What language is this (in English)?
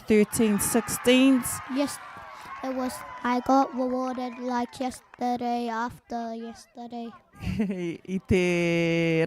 Māori